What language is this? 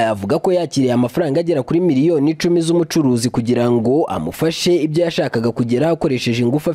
Kinyarwanda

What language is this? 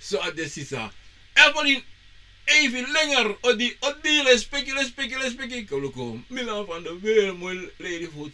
Sranan Tongo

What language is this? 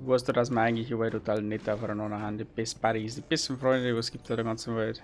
Bavarian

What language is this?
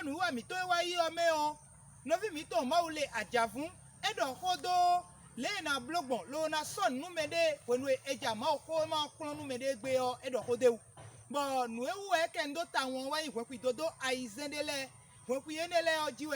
Fon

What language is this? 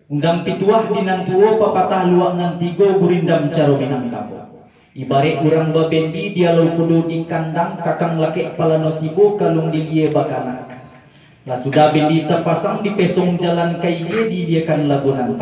Minangkabau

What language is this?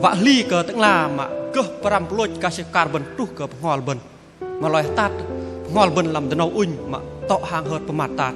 Bahnar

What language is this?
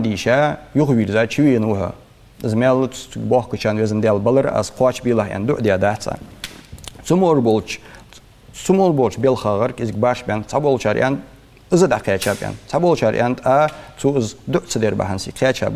Ingush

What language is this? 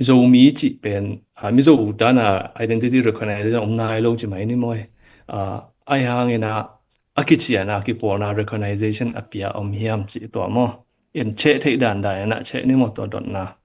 Tedim Chin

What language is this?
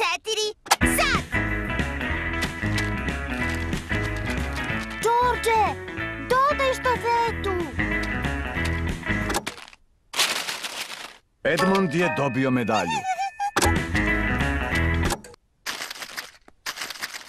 Serbian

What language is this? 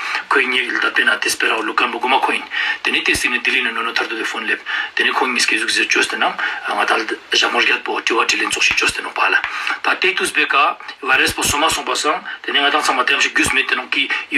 Ladakhi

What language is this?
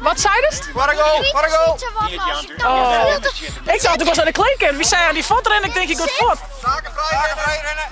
Western Frisian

